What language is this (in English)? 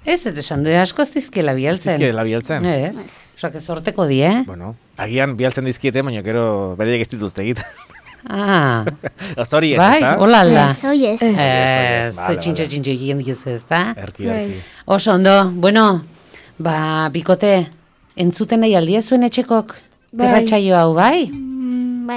Basque